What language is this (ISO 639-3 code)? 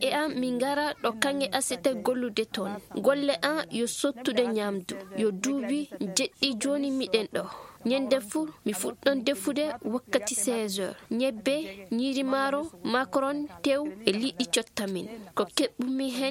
ful